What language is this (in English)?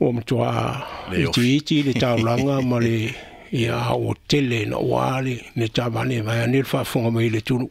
Samoan